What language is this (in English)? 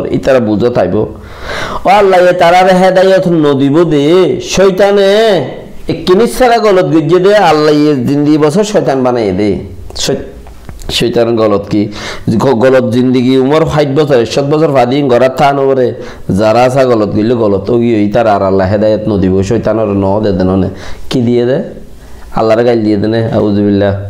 Rohingya